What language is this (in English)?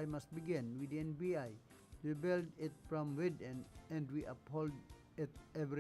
Bikol